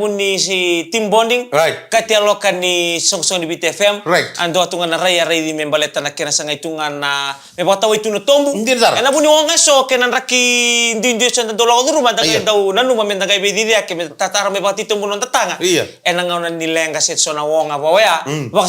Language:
Fijian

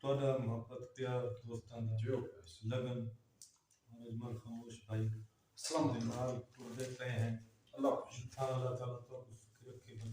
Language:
Saraiki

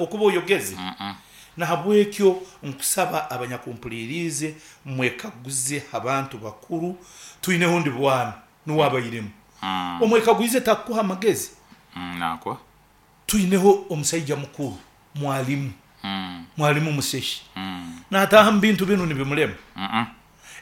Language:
Nyoro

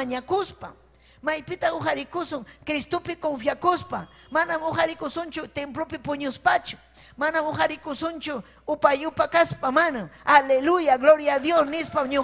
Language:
Ayacucho Quechua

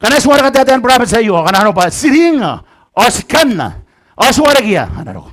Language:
Gilbertese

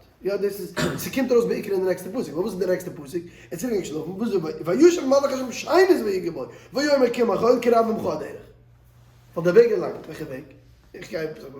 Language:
Yiddish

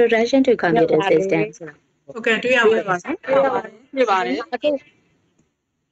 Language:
Burmese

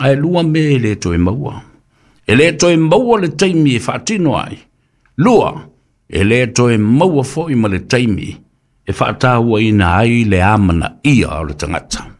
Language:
Samoan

